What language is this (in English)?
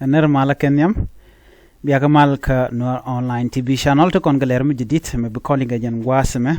Nuer